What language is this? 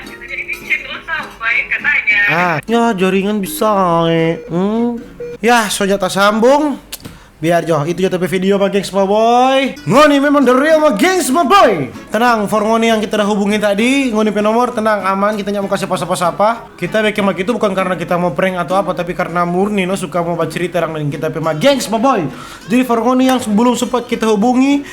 Manado Malay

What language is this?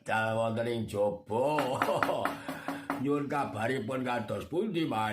Javanese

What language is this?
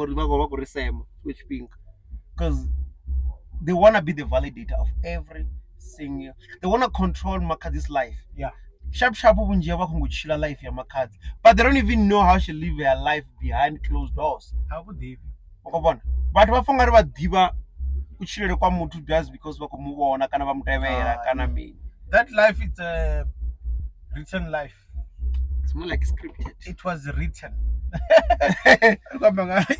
Venda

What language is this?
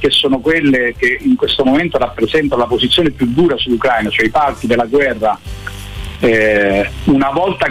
Italian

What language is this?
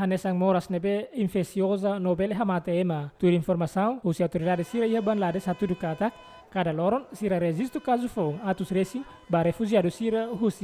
Tetum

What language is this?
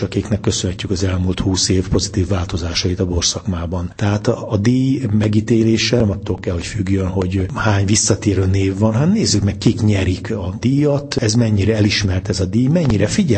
Hungarian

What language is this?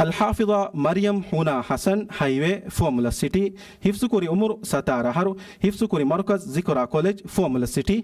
Divehi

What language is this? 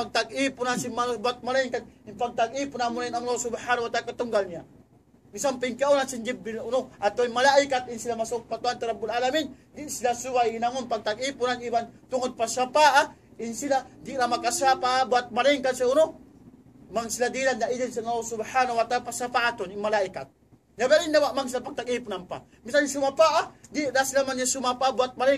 Tausug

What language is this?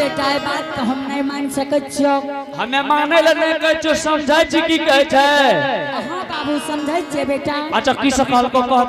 Angika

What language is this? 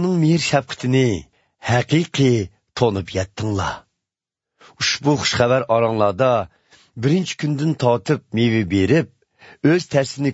Uyghur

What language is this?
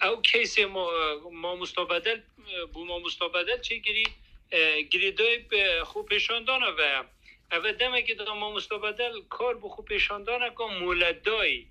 Kurdish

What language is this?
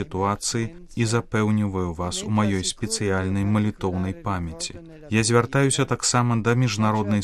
Belarusian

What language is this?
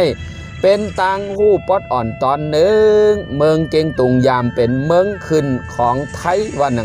Shan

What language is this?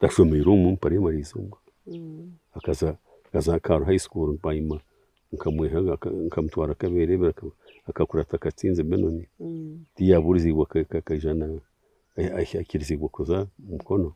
Nyankole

